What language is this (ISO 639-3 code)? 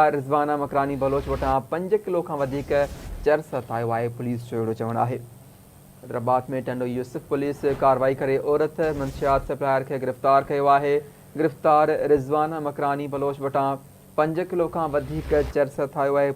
snd